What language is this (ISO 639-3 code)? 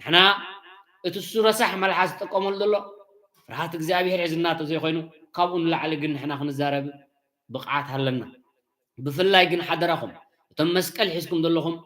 tir